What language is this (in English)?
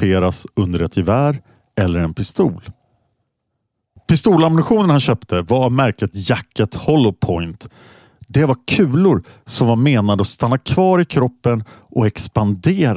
Swedish